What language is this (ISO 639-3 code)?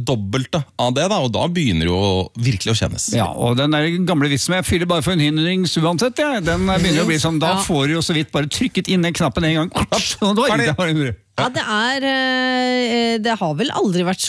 nor